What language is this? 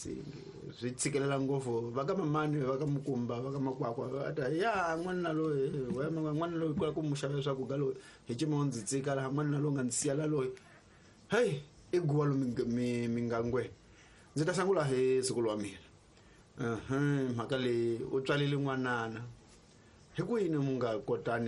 Tsonga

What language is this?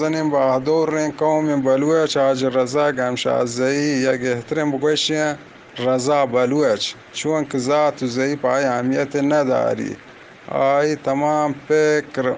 Eastern Balochi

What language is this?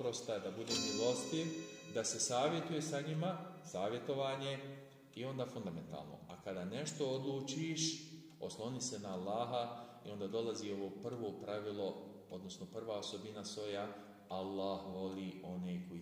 Bosnian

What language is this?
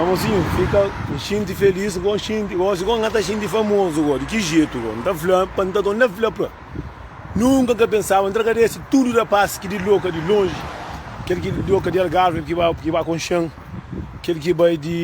Kabuverdianu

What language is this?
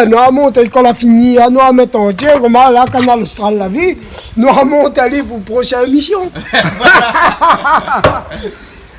Réunion Creole French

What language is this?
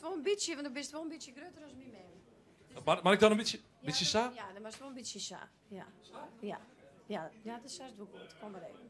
Western Frisian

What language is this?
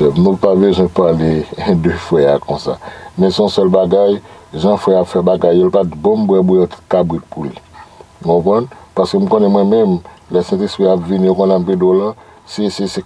Haitian Creole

